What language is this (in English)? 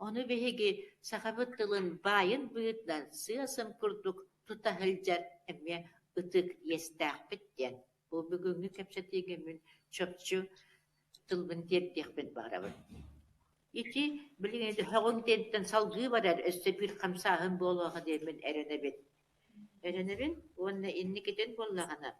Yakut